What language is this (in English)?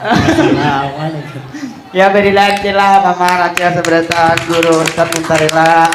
Banjar